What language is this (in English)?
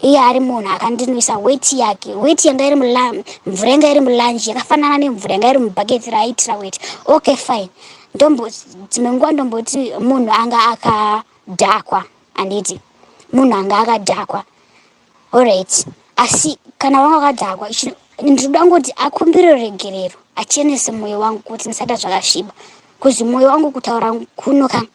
Shona